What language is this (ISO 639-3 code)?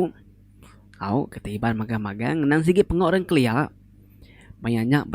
iba